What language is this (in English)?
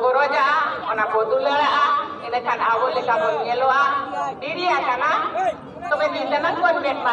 Santali